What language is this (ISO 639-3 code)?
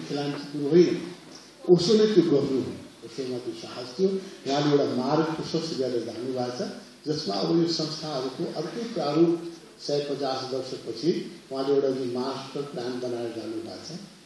nep